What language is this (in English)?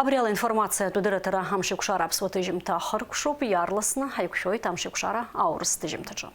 Abkhazian